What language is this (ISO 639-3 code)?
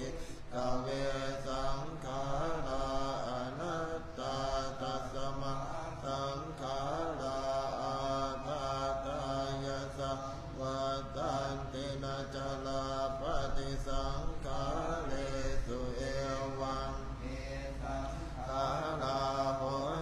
pli